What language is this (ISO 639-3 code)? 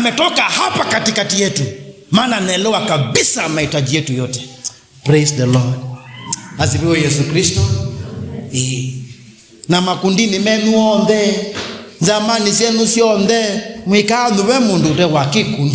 kam